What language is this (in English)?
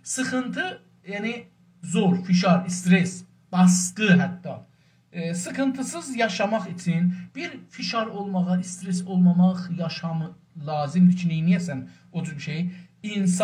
South Azerbaijani